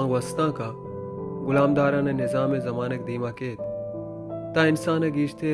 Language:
Baluchi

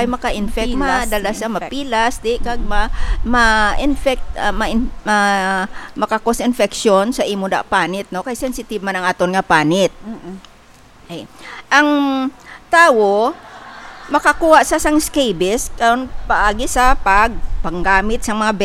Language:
Hiligaynon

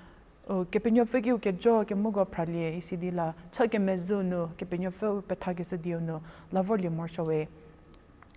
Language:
Angami Naga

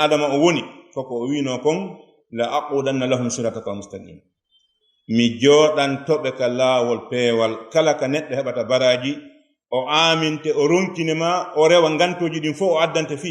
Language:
Fula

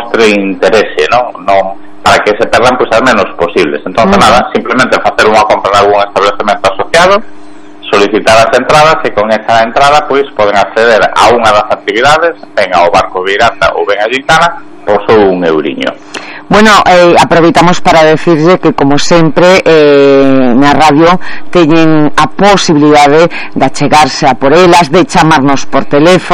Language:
Galician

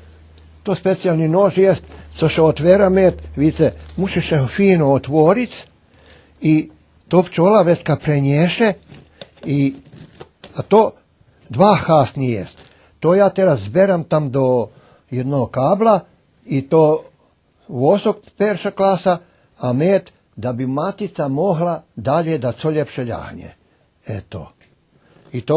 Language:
Rusyn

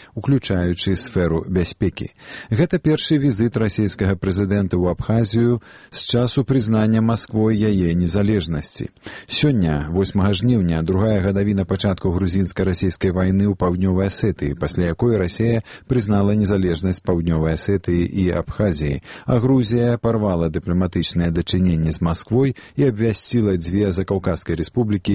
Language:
Belarusian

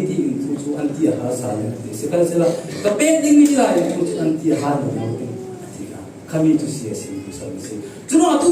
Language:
Falam Chin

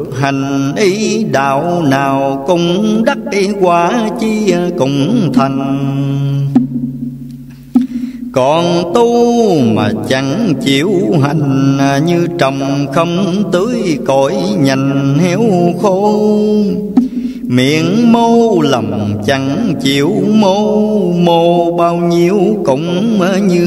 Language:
Vietnamese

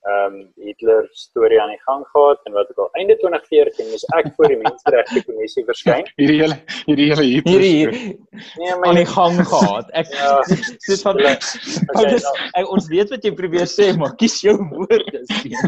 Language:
Afrikaans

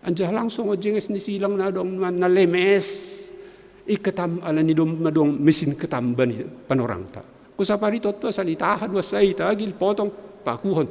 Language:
Batak Simalungun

